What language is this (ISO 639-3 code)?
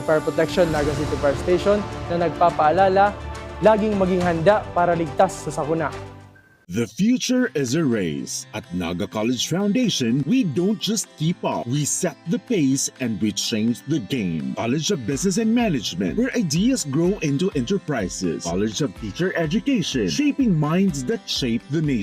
bik